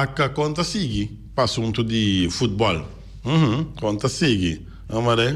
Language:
Papiamento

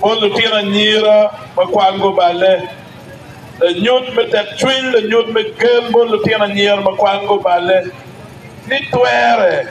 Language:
Acoli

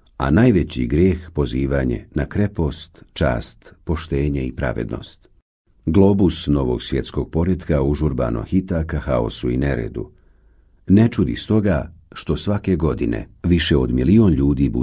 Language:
Bosnian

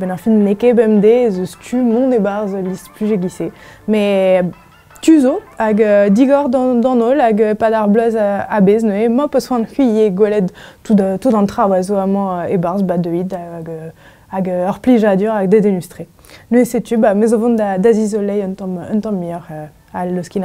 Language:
Breton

